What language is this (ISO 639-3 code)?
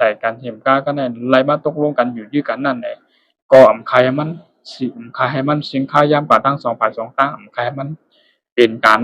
shn